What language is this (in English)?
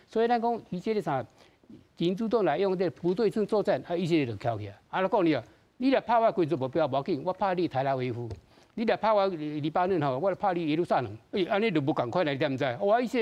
Min Nan Chinese